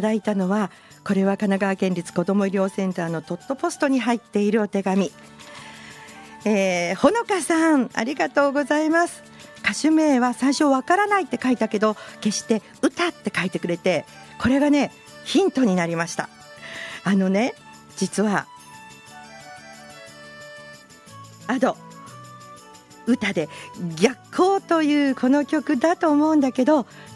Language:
Japanese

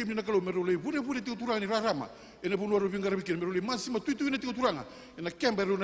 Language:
Fijian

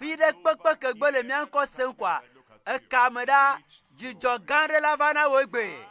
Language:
Ewe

